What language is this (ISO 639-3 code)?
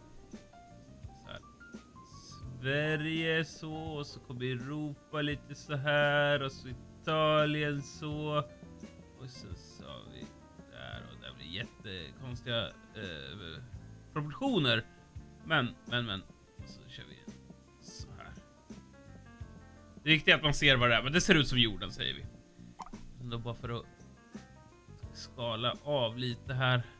swe